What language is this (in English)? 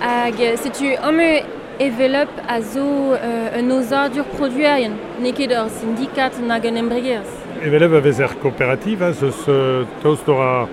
Breton